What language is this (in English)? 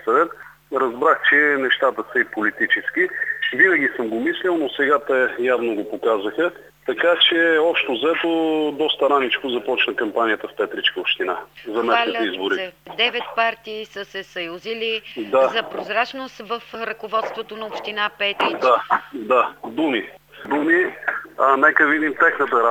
Bulgarian